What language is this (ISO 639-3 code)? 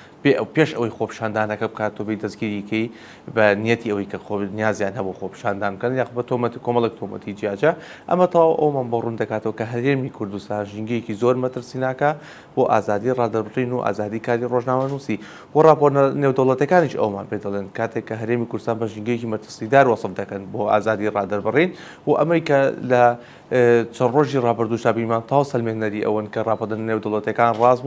ckb